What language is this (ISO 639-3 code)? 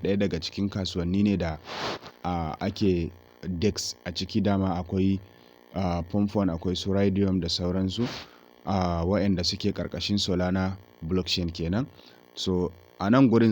hau